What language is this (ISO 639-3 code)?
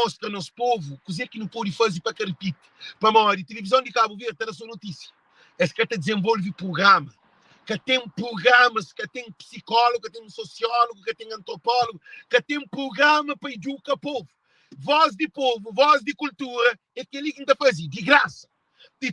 kea